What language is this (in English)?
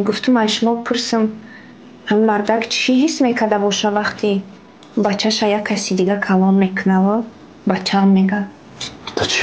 Tajik